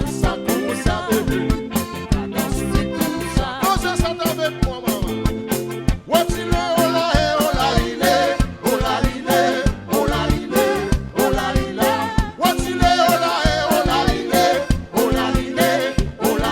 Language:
Seselwa Creole French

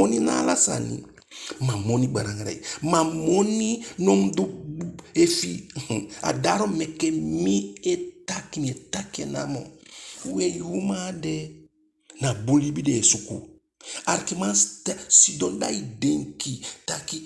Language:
Eastern Maroon Creole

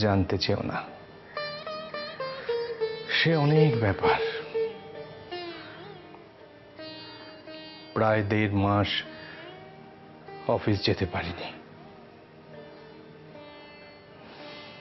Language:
Bangla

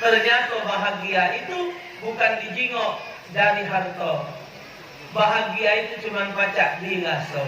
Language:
Musi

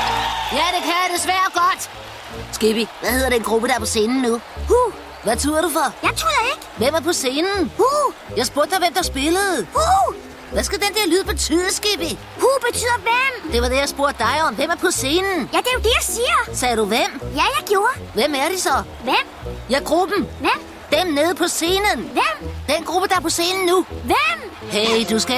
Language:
Danish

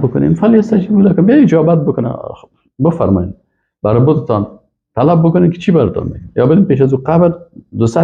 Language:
Persian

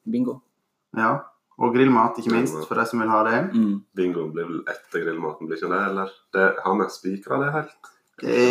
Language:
Norwegian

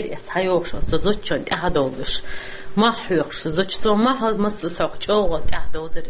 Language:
Chechen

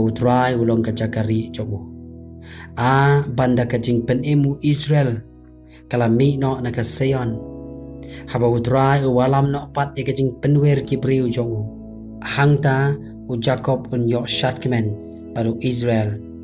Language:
Khasi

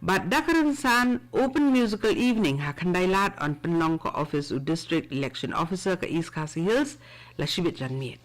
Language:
Khasi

